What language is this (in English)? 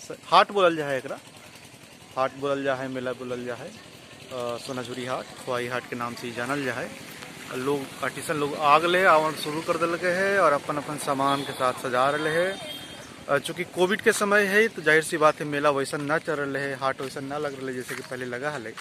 Magahi